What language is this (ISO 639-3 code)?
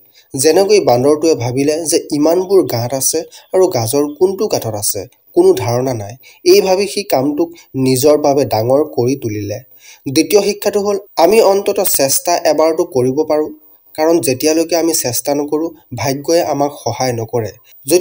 asm